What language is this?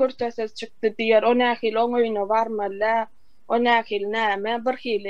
Turkmen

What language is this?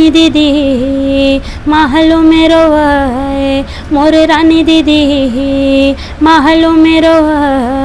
Chhattisgarhi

